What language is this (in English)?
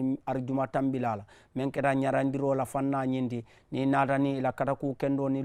Mandingo